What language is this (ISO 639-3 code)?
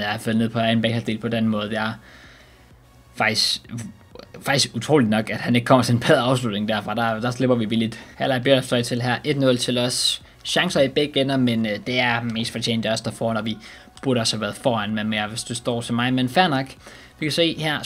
dan